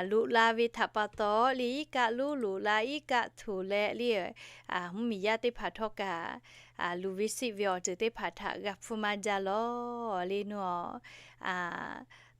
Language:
Lahu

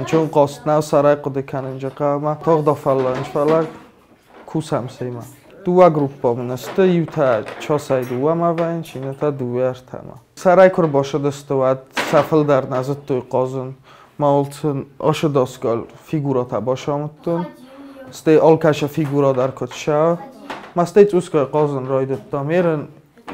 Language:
Ossetic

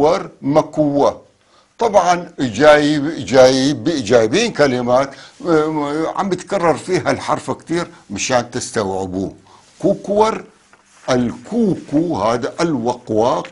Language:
North Levantine Arabic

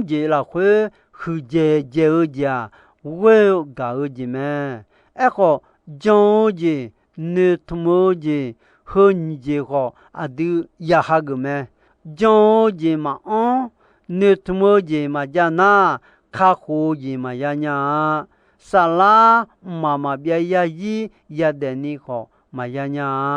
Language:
Akha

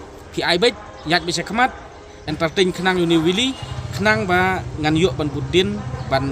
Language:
Khasi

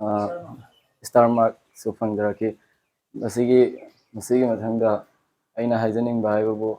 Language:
Manipuri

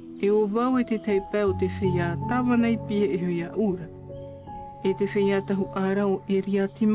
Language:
Tahitian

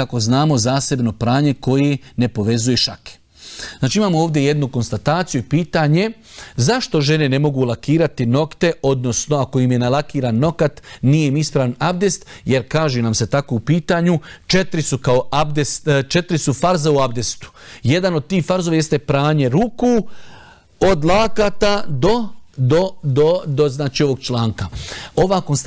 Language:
Bosnian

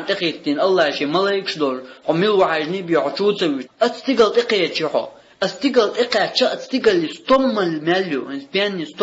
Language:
Chechen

